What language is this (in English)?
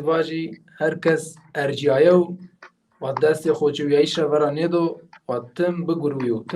Zaza